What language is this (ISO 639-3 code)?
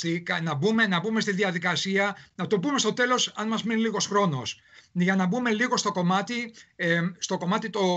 ell